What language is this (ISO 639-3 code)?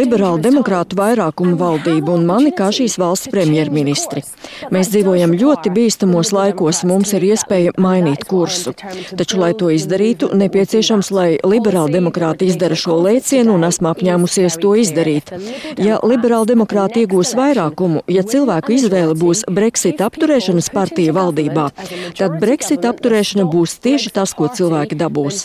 lav